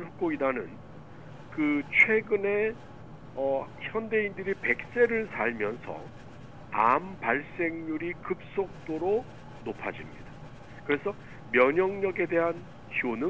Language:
Korean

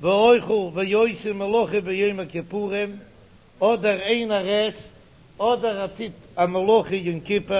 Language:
Yiddish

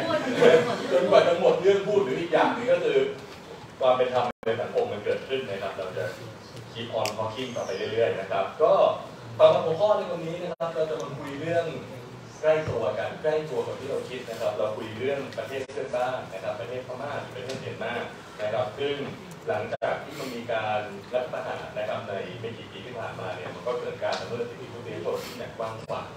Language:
Thai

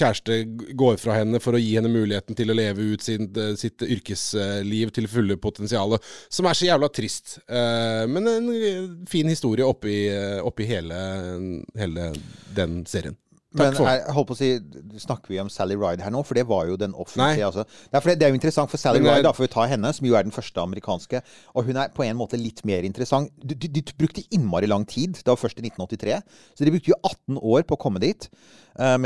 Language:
Norwegian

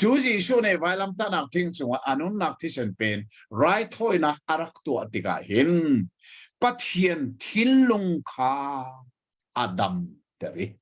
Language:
Hakha Chin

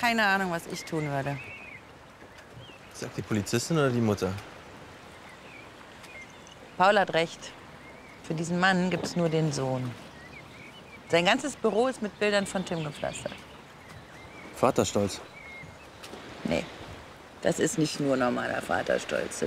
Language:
German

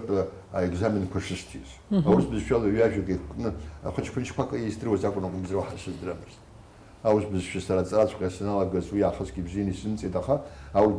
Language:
Abkhazian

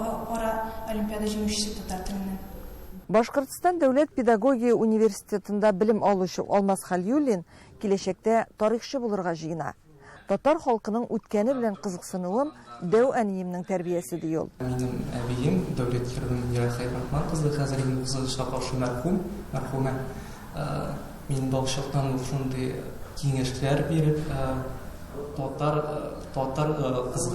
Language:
Tatar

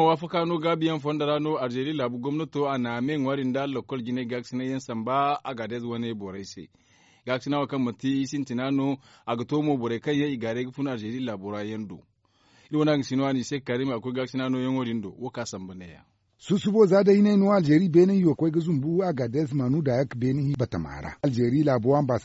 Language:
Zarma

